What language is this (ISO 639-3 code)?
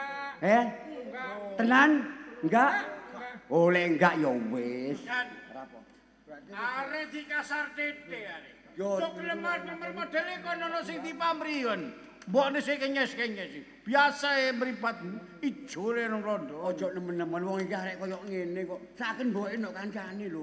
jav